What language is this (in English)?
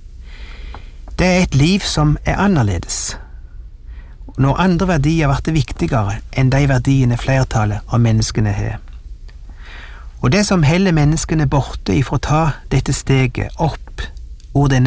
Norwegian